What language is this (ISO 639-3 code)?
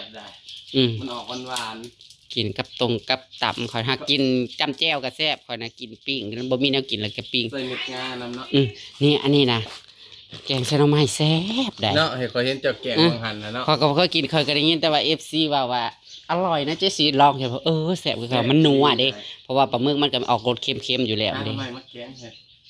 tts